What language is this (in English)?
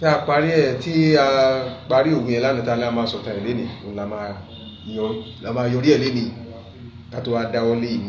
Yoruba